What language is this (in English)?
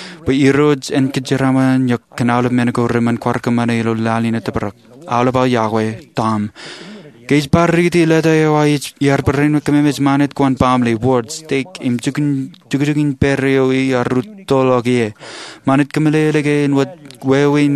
Marshallese